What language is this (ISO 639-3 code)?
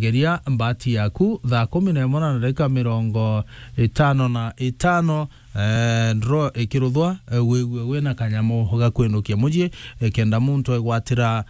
mer